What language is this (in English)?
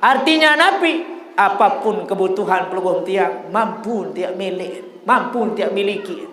Sasak